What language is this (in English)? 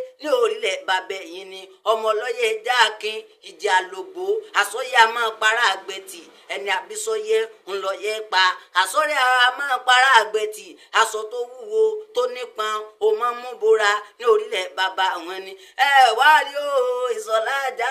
Yoruba